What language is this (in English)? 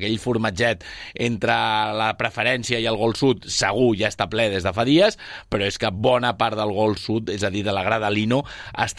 Catalan